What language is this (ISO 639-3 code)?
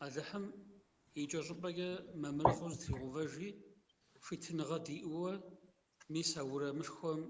kbd